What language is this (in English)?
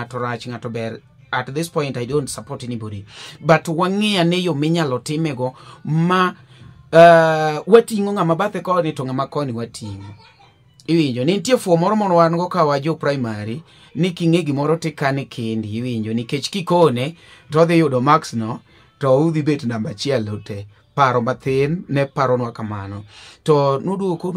Luo (Kenya and Tanzania)